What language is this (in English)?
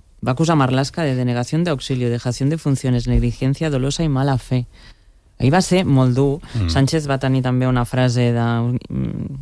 Catalan